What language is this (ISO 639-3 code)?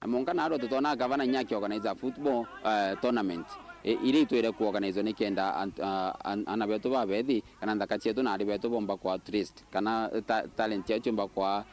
mer